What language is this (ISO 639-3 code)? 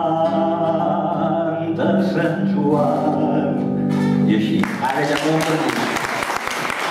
cat